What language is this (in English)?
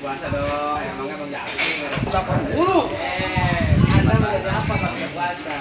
Betawi